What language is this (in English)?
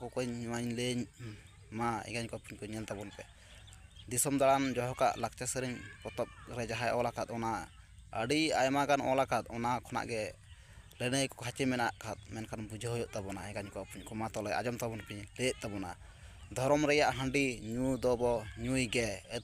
Santali